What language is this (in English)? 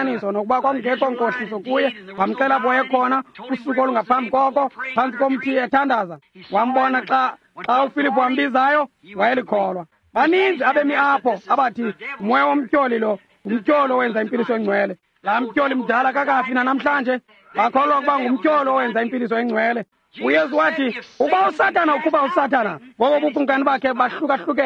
Xhosa